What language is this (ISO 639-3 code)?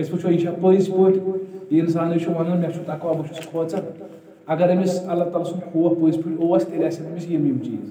kas